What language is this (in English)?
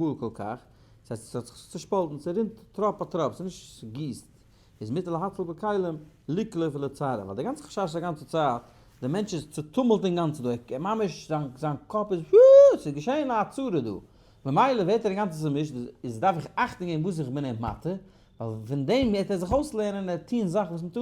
Yiddish